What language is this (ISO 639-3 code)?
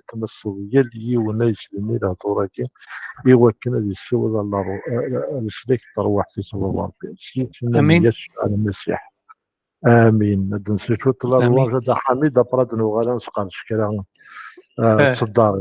kab